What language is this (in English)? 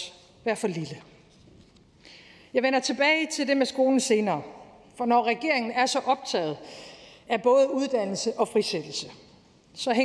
Danish